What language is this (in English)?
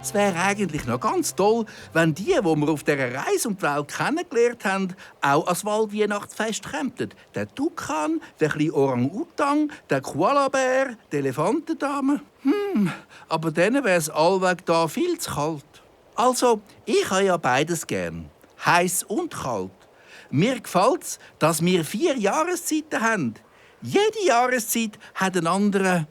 Swiss German